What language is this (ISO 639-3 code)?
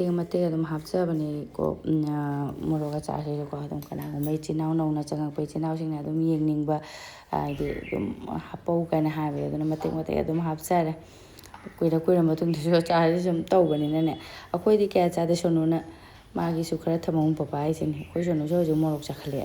mni